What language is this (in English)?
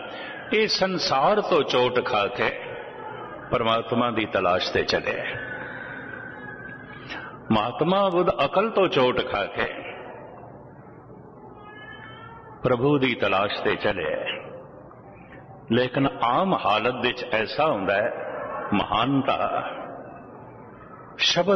Punjabi